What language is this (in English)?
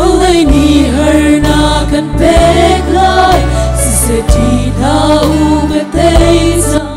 Hakha Chin